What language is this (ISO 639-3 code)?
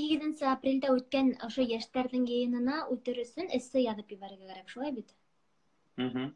bak